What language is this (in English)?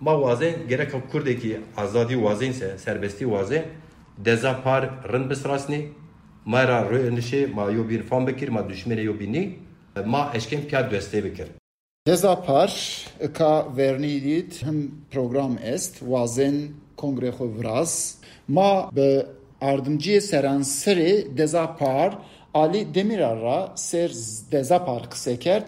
Zaza